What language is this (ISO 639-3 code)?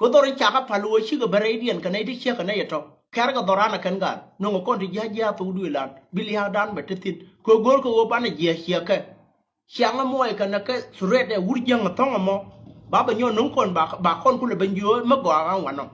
nus